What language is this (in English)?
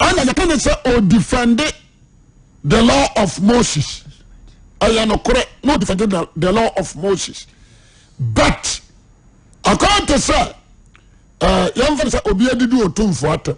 Akan